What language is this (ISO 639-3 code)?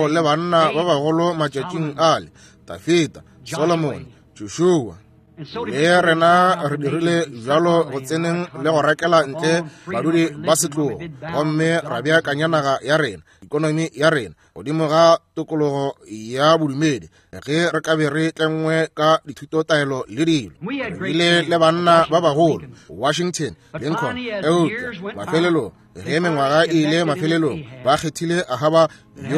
nso